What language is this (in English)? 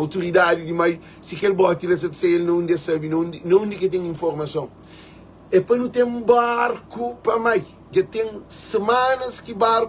Kabuverdianu